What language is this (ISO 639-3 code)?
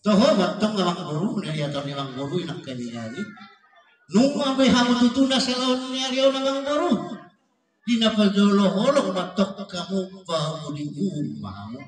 bbc